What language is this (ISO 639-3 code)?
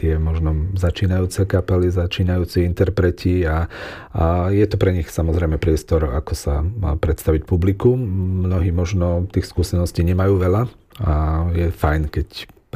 slk